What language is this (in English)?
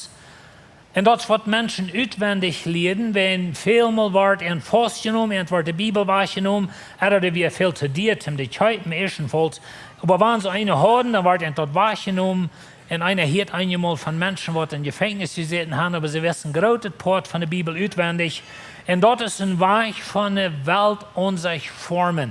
Plautdietsch